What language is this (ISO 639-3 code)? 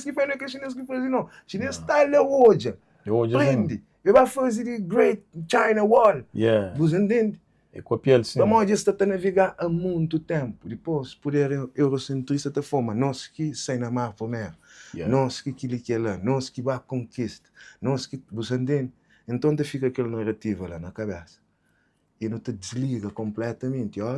kea